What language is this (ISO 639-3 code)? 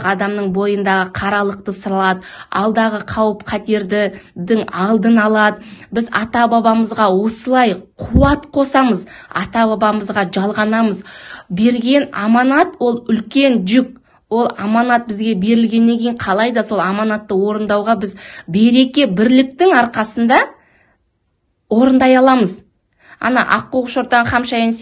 kaz